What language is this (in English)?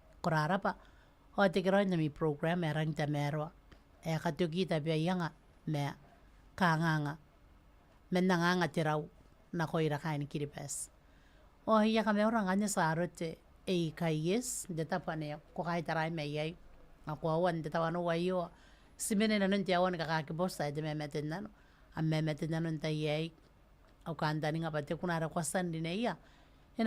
Gilbertese